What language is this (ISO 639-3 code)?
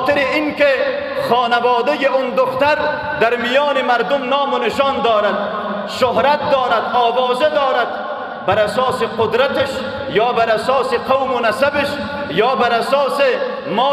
fas